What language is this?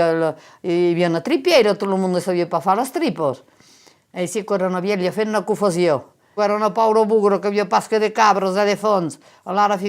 Occitan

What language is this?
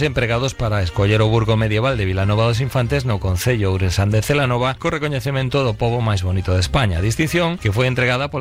Galician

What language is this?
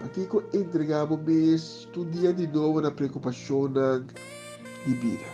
Papiamento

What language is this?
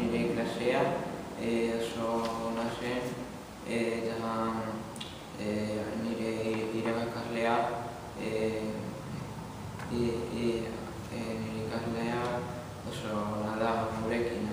Basque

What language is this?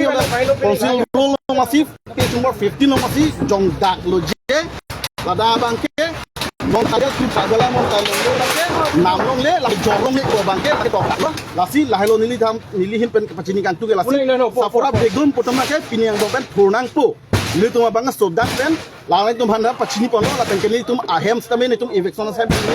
Karbi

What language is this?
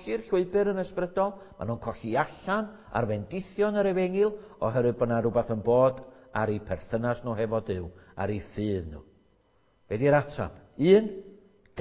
Welsh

